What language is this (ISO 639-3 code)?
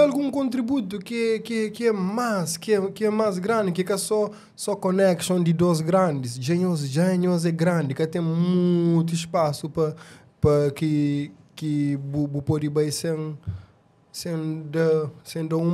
kea